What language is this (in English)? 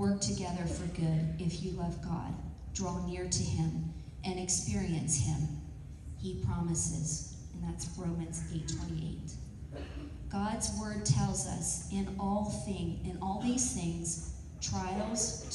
English